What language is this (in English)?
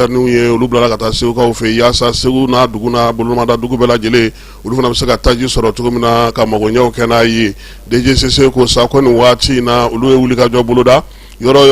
Bambara